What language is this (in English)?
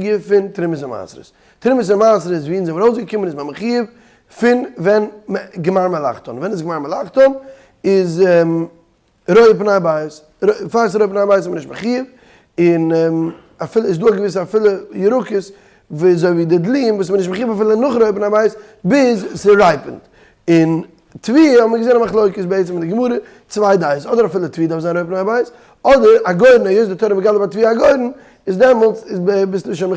Yiddish